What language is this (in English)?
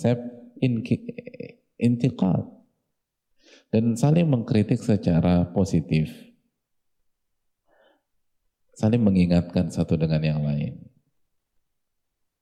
Indonesian